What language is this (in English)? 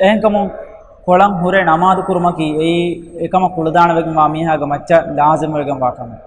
Divehi